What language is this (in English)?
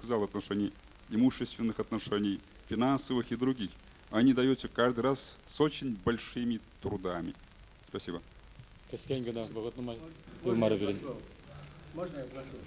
Chuvash